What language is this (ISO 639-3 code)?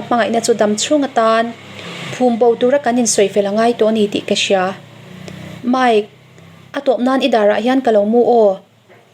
lus